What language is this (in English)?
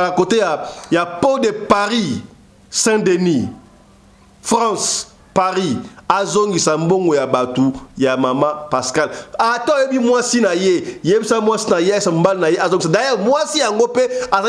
Lingala